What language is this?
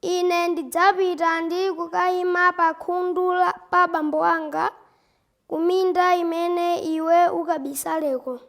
Nyanja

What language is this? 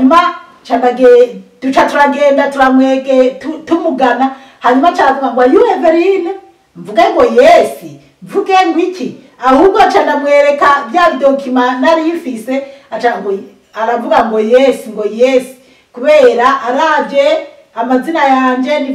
Rundi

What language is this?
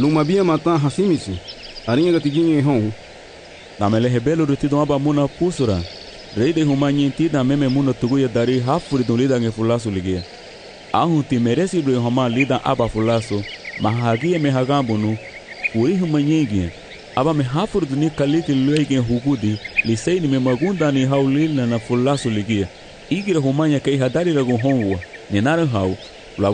Garifuna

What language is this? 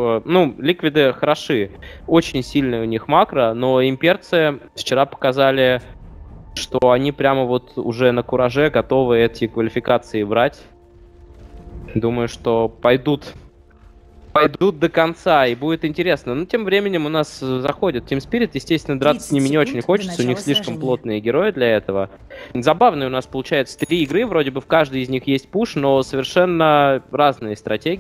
Russian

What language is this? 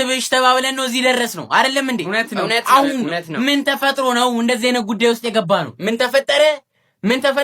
Amharic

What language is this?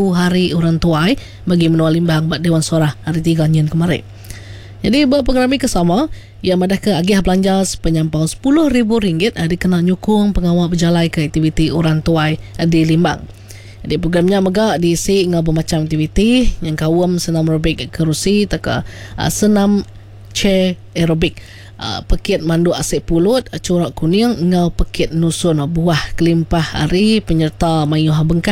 Iban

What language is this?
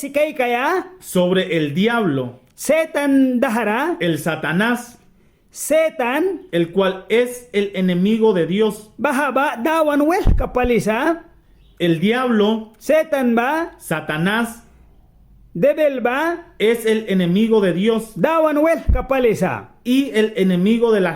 Mískito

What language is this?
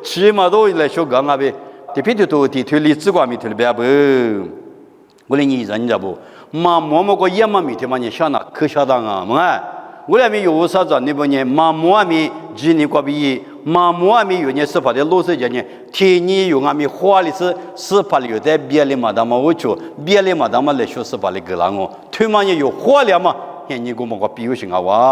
Lisu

